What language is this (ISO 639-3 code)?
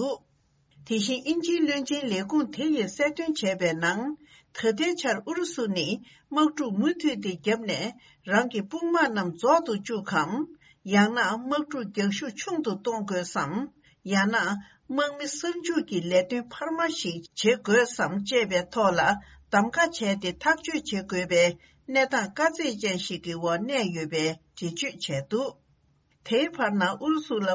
bod